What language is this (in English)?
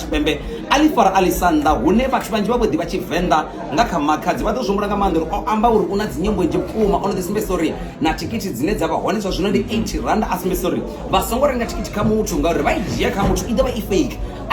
Venda